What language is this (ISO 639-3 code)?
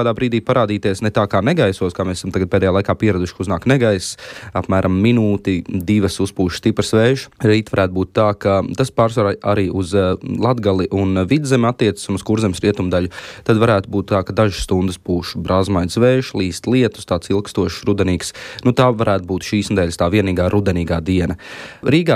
lav